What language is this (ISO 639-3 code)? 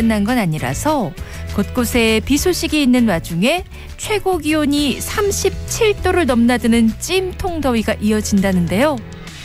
kor